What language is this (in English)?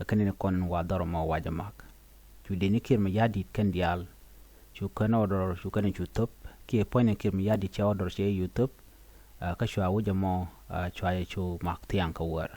Nuer